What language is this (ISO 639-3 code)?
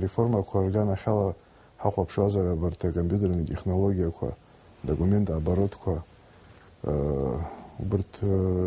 abk